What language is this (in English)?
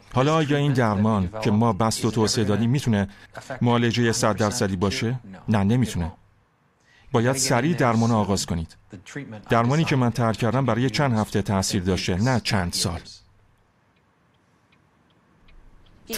Persian